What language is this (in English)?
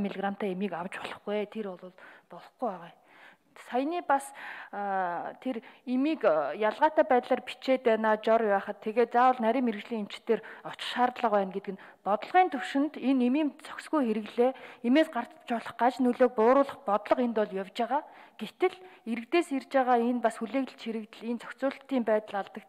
Mongolian